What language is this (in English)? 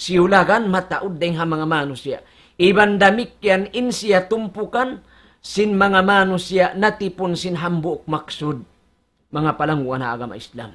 Tausug